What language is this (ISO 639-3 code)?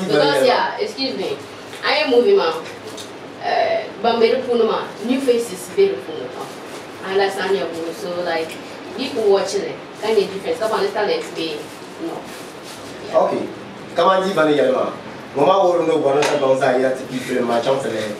dag